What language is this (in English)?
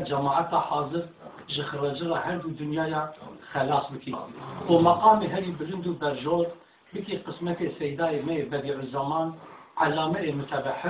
Kurdish